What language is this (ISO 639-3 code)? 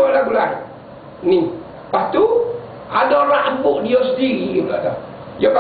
msa